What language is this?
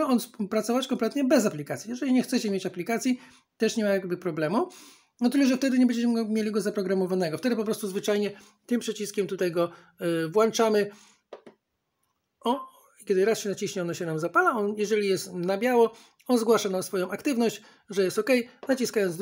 Polish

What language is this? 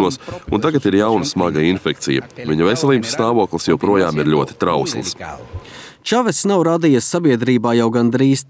Latvian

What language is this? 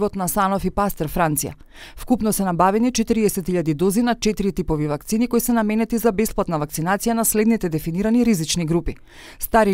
Macedonian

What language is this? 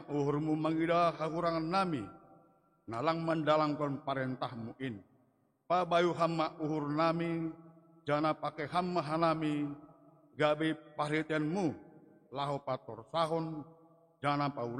Batak Simalungun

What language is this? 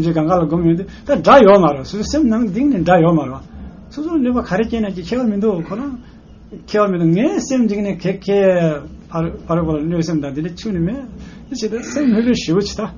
Tibetan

